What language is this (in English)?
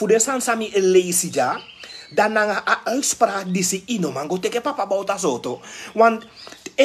Sranan Tongo